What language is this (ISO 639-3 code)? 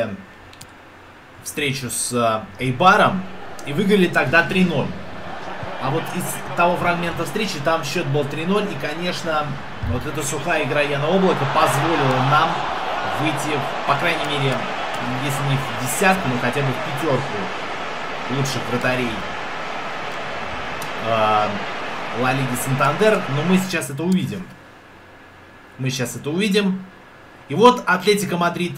rus